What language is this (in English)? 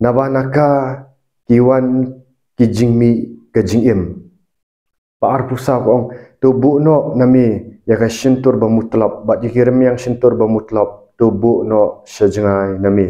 Khasi